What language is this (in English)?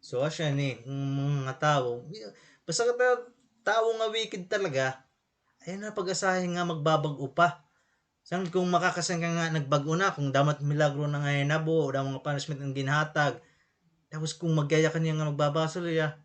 Waray